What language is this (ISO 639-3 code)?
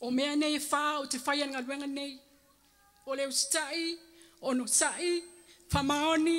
smo